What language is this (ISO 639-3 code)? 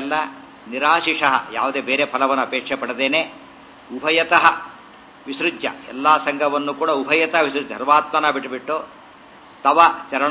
kan